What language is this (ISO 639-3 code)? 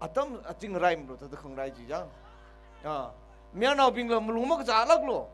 nmf